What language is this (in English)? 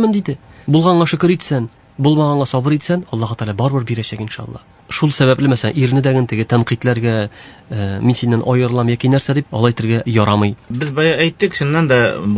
Tatar